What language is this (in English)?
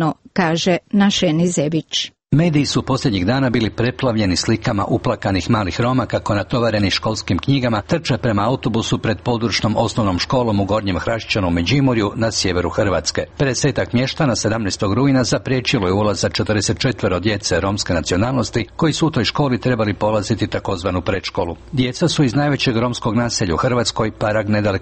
Croatian